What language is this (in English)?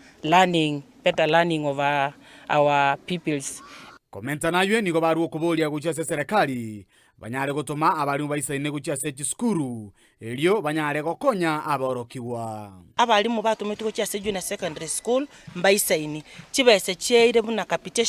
Gusii